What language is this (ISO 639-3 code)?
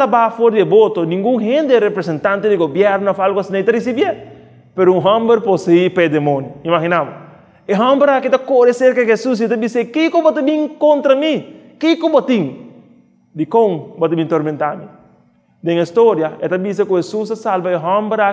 pap